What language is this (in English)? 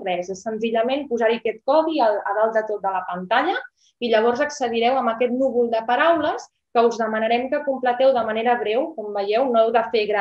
Catalan